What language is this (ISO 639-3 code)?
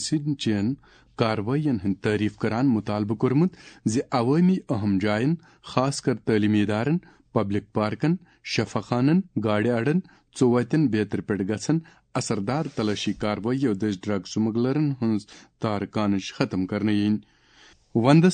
kas